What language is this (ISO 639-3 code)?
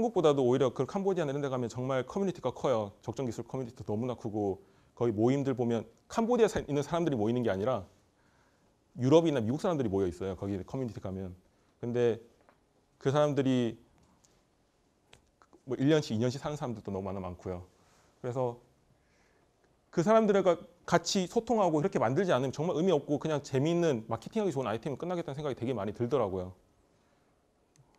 kor